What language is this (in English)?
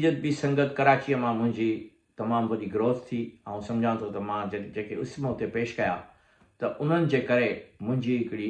Sindhi